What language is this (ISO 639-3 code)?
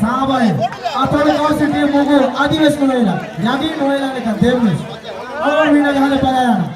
div